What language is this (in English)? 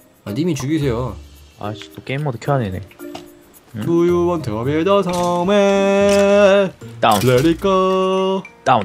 Korean